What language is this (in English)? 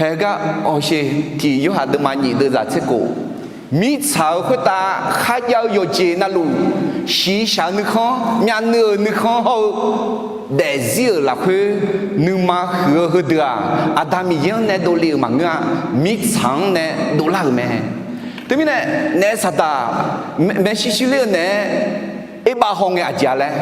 Akha